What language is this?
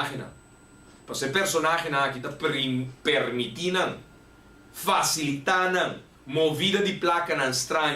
Papiamento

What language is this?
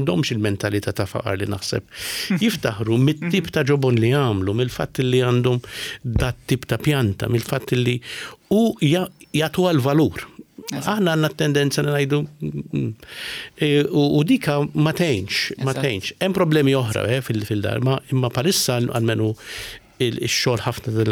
Maltese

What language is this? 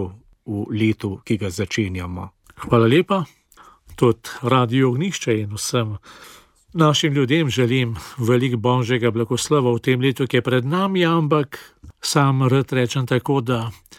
Slovenian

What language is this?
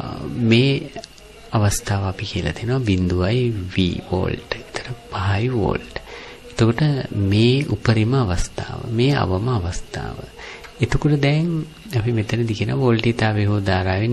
Sinhala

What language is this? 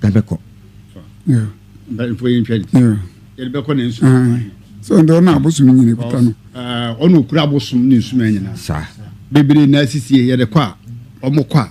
Akan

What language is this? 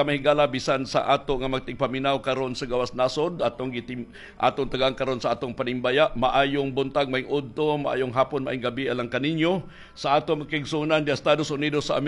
Cebuano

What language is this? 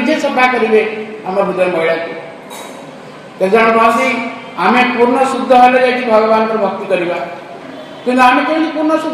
Odia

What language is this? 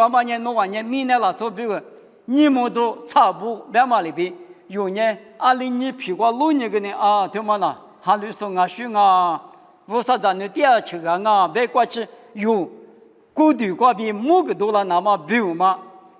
Lisu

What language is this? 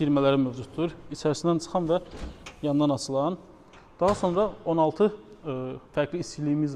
Azerbaijani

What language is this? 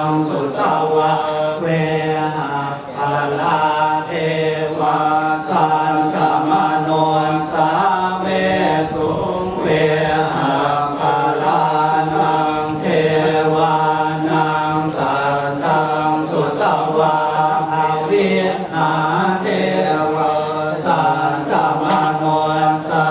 Pali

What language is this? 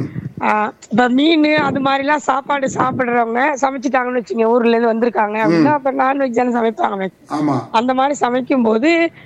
Tamil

